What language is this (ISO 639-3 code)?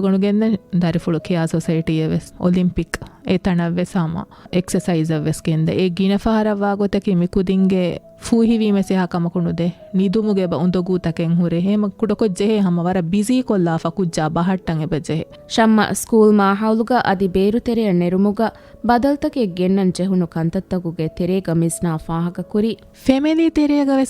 div